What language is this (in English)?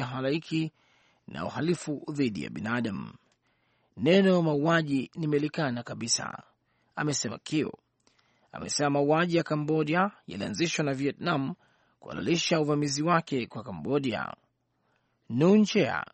Swahili